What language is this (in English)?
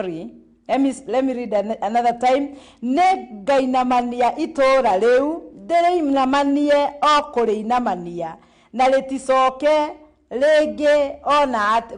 Kikuyu